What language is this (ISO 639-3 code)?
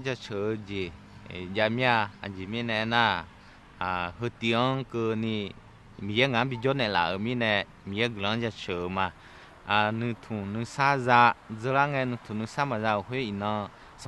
ahk